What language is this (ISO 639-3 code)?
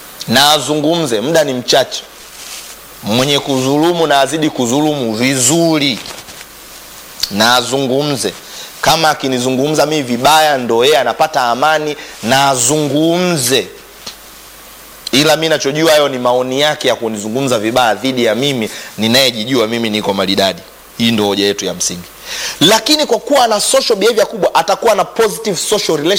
swa